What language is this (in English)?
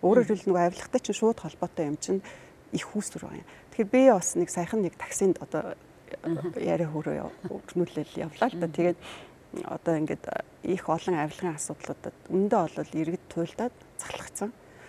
Mongolian